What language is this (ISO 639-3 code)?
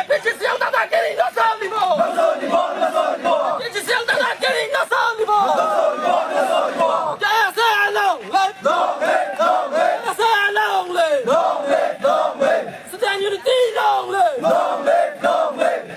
mjw